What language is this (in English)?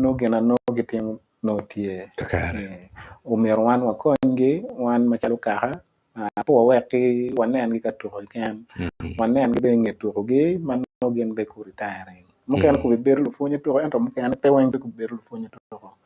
Acoli